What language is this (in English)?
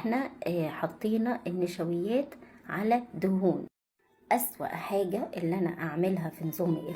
Egyptian Arabic